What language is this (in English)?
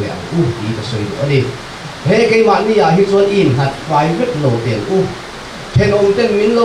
Mizo